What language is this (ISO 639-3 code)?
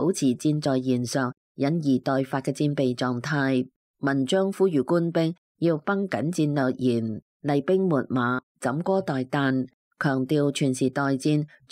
yue